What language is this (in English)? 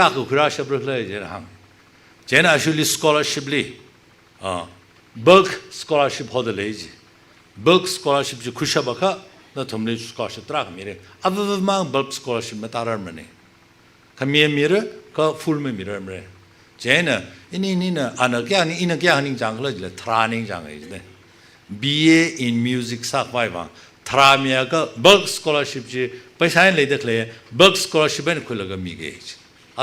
Tangkhul Naga (India)